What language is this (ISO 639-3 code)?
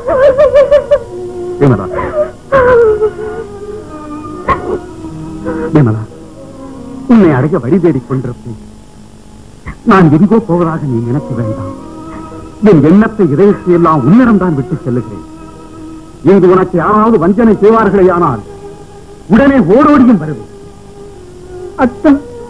tam